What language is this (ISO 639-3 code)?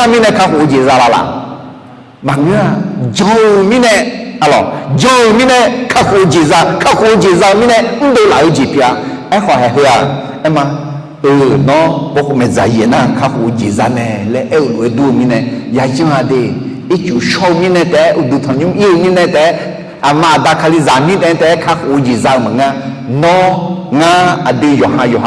ahk